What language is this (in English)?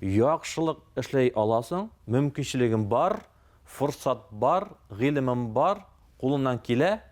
Tatar